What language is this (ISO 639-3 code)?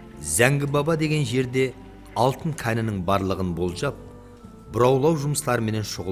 kaa